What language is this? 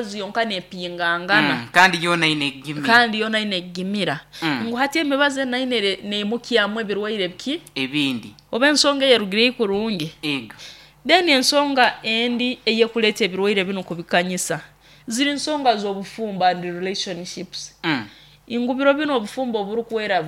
Nyoro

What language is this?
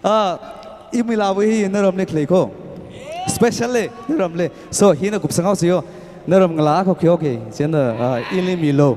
Tangkhul Naga (India)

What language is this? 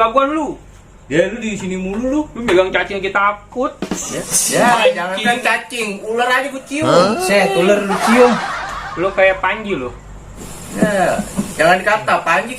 Betawi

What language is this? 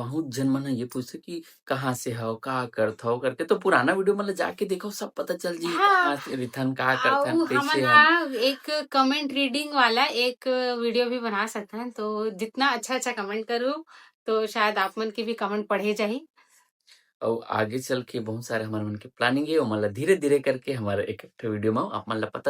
Chhattisgarhi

